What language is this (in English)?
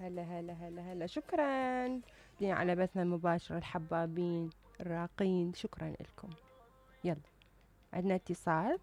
Mesopotamian Arabic